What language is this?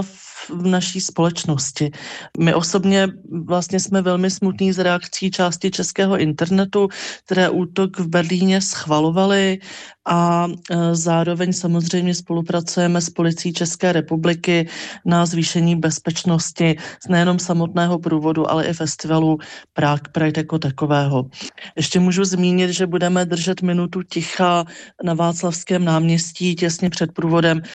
Czech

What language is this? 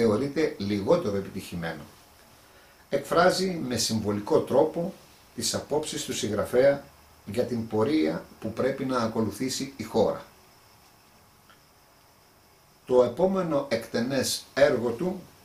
Greek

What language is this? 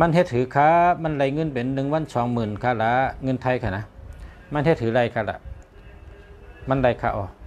Shan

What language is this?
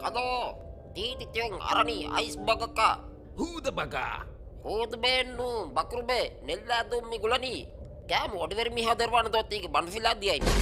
Divehi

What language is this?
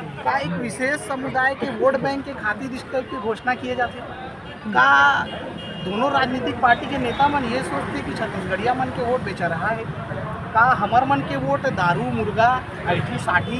Chhattisgarhi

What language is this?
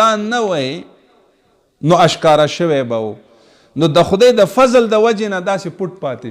Pashto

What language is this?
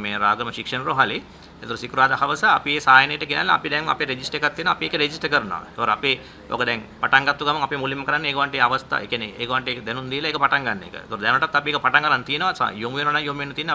Sinhala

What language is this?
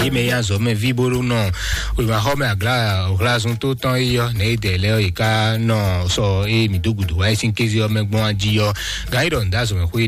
Fon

